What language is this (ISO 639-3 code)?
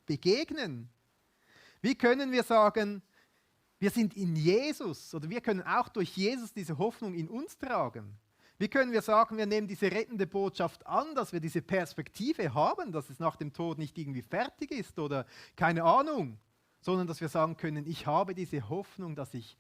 gsw